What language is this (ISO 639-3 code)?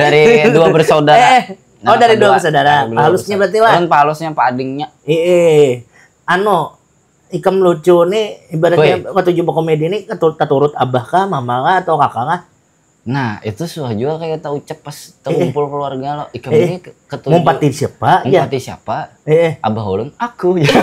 bjn